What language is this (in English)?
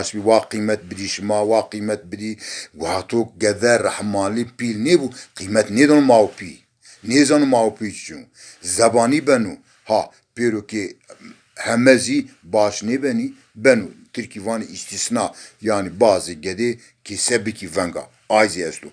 Zaza